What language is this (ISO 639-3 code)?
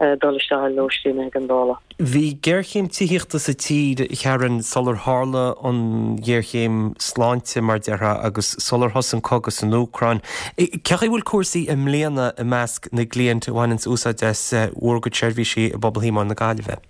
gle